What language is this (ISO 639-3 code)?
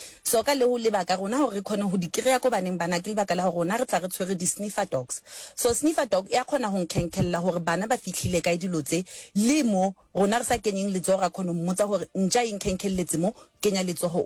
nso